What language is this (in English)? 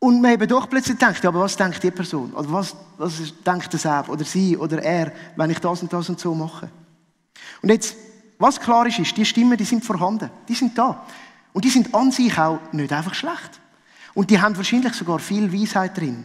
Swiss German